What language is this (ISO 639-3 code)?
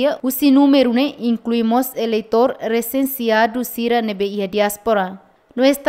tet